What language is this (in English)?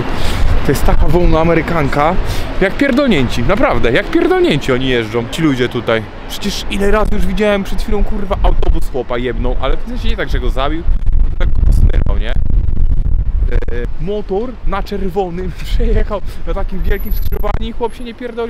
Polish